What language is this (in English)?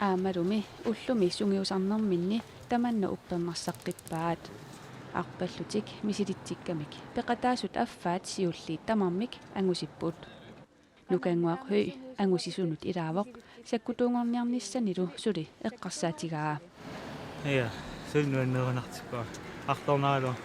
Kalaallisut